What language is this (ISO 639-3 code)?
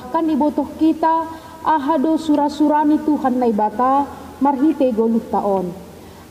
bts